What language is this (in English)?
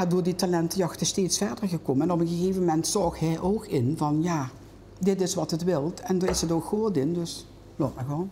Limburgish